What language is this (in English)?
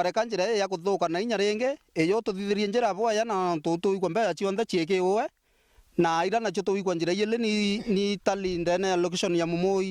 Meru